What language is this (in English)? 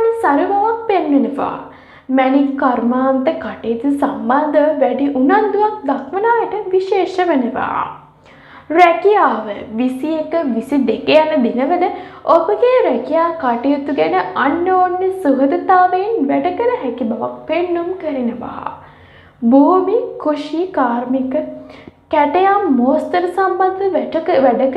Sinhala